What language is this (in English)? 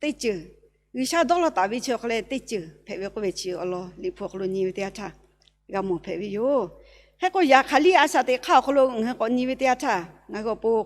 Lahu